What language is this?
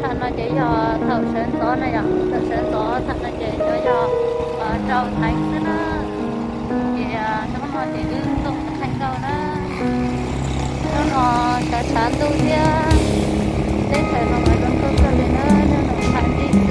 Hmong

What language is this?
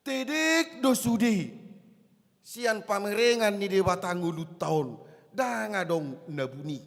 Batak Toba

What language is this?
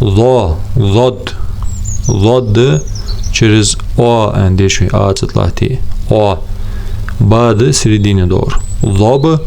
Ingush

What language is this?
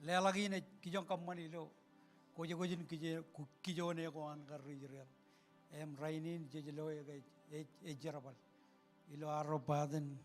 Marshallese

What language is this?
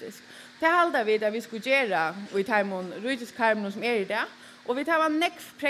Faroese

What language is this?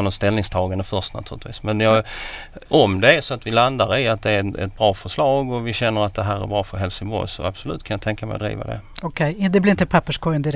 Swedish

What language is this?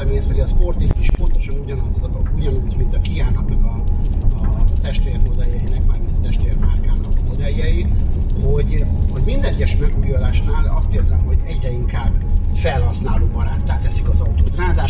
Hungarian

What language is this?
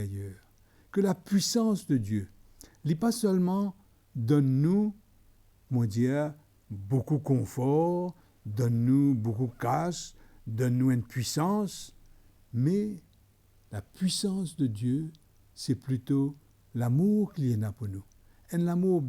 Morisyen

